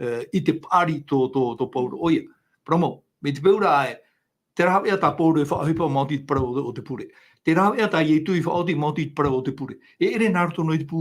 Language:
Tahitian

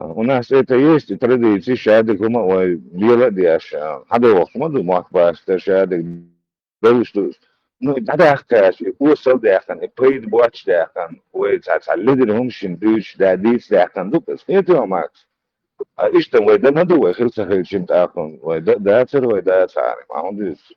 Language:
Chechen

